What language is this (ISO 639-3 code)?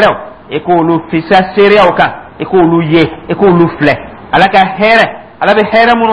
dyu